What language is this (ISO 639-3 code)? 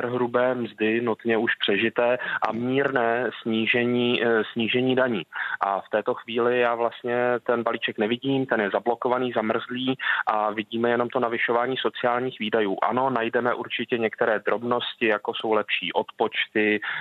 ces